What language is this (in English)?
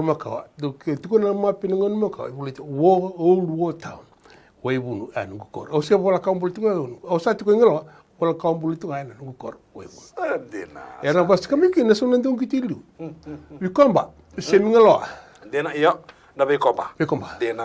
Fijian